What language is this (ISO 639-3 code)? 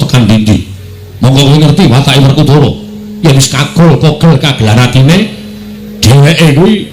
jav